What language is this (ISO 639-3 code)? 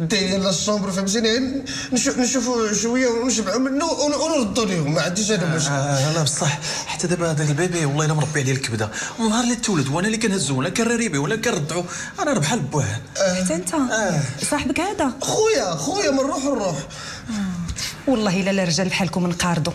ary